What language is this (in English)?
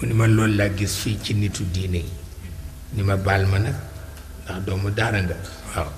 Wolof